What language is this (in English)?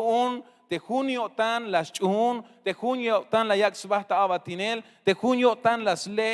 Tzeltal